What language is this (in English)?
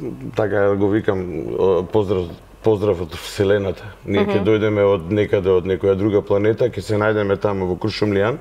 Macedonian